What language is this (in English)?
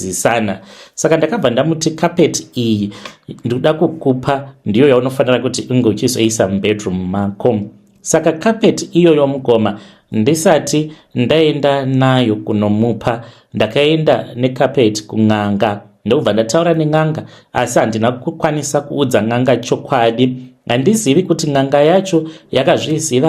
Shona